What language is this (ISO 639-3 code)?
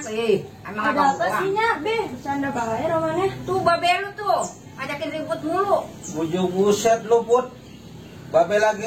bew